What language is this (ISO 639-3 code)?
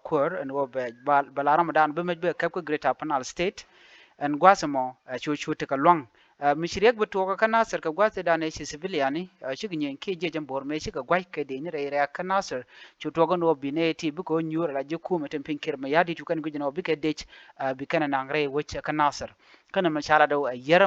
nus